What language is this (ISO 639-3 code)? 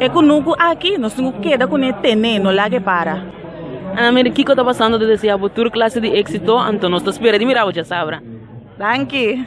pap